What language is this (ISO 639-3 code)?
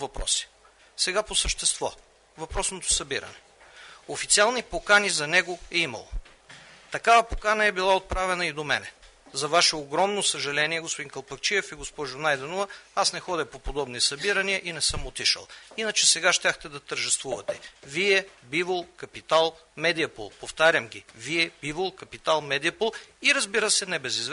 bul